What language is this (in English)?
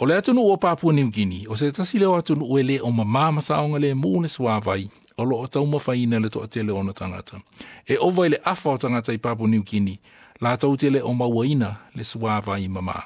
Samoan